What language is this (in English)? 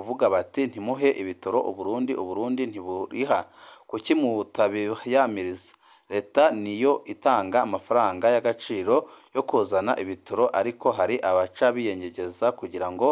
Rundi